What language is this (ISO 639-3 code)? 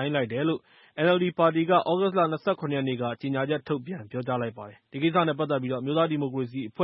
mya